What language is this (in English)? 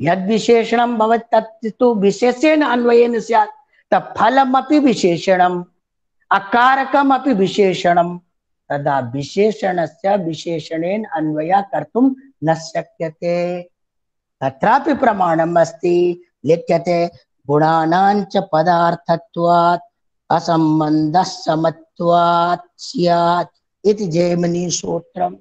Sanskrit